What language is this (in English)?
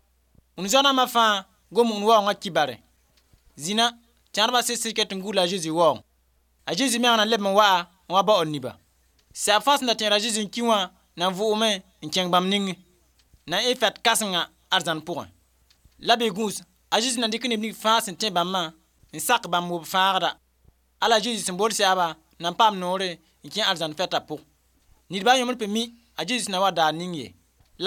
Mossi